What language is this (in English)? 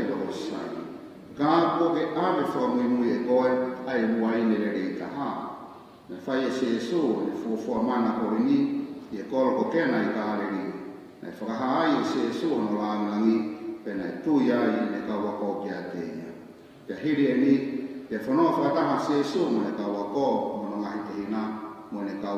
Tongan